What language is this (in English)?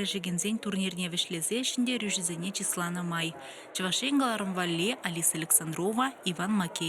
Chuvash